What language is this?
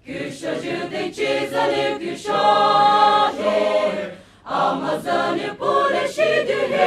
Poumei Naga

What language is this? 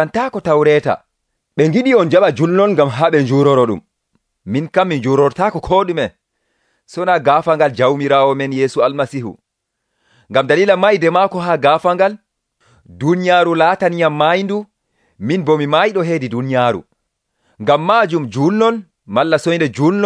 Nigerian Fulfulde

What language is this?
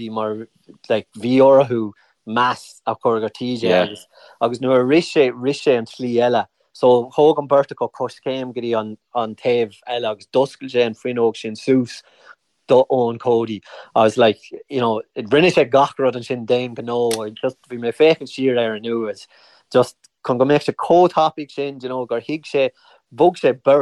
Irish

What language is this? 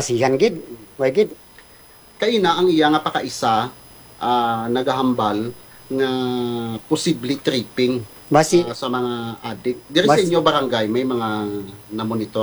Hiligaynon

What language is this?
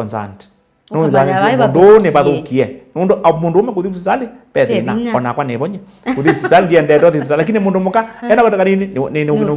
Kamba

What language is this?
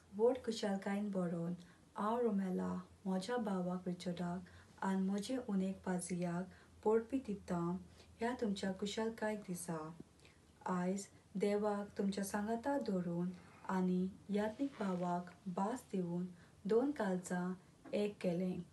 Konkani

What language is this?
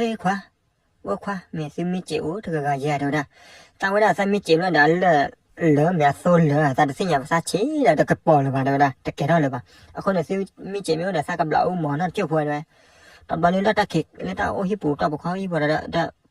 S'gaw Karen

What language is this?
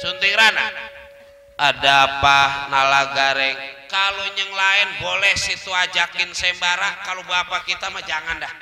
Betawi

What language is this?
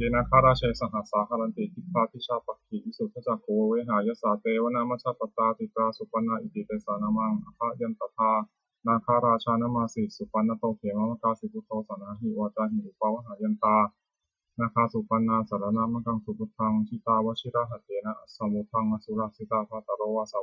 Pali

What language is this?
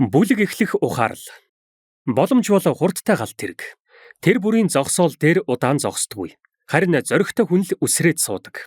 Mongolian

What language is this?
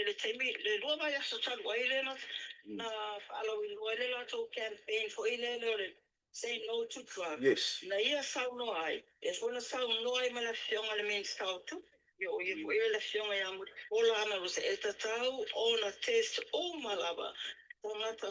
Samoan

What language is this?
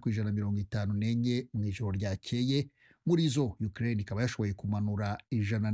Kinyarwanda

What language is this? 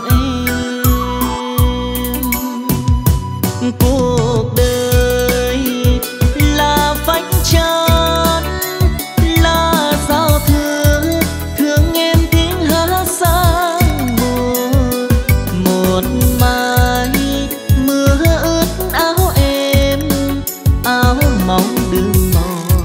Vietnamese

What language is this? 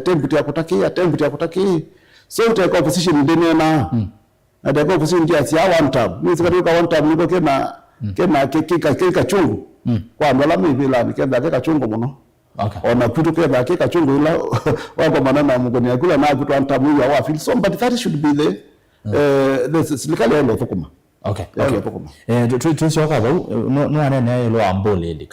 Kamba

